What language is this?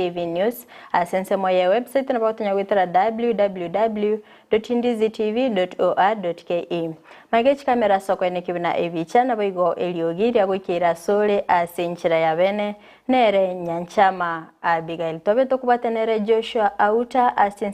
Gusii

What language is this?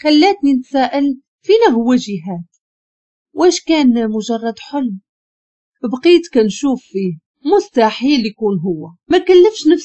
Moroccan Arabic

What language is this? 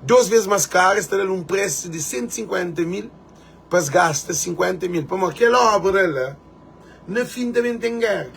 Kabuverdianu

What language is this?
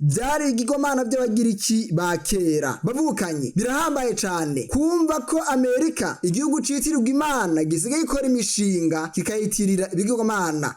Rundi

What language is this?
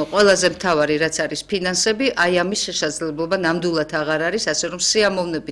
Georgian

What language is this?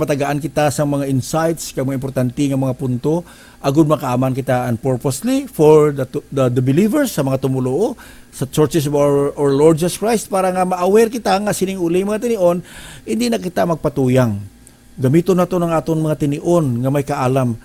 Hiligaynon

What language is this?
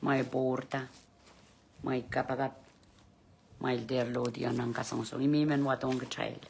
Pohnpeian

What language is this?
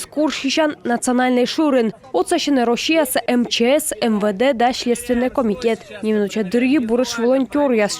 Komi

